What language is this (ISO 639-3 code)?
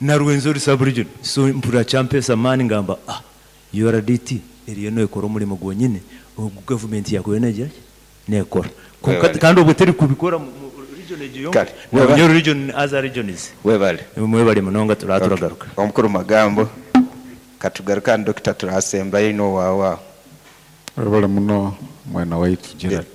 nyn